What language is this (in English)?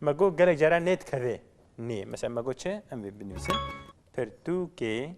Kurdish